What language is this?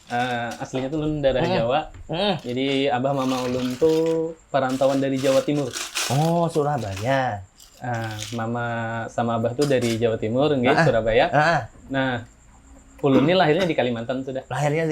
Banjar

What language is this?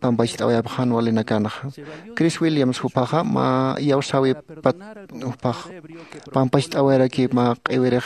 Aymara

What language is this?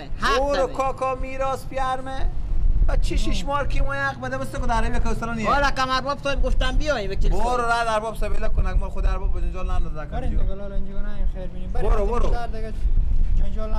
Persian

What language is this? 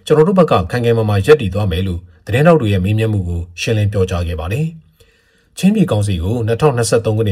Burmese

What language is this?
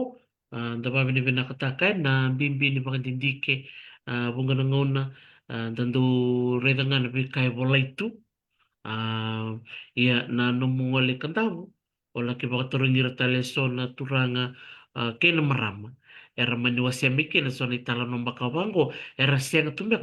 Fijian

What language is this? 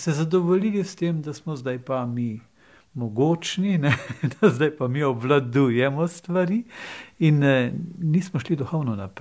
Slovenian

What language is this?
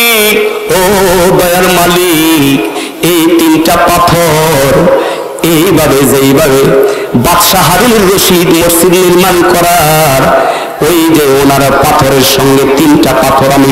Bangla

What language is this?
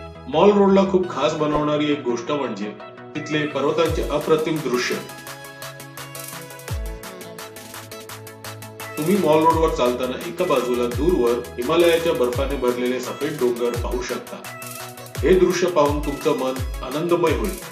Marathi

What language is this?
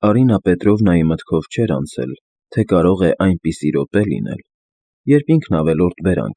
Armenian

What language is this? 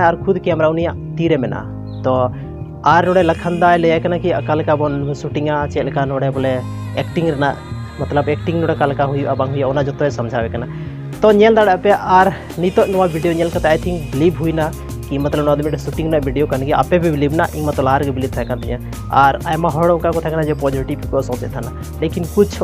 Santali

